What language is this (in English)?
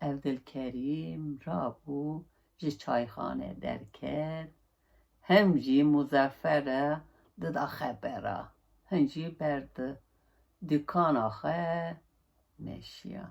Kurdish